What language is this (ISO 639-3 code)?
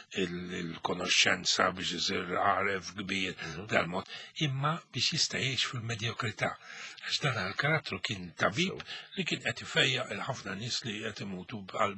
mlt